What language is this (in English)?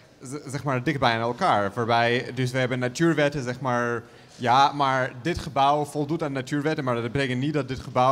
Dutch